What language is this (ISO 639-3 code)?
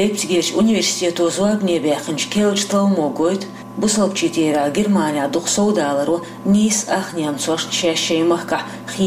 che